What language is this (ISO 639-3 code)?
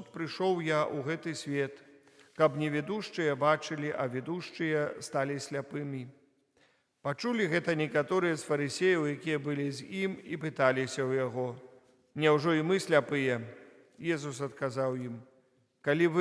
bel